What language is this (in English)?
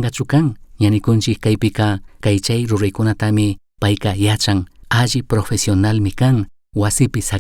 Chimborazo Highland Quichua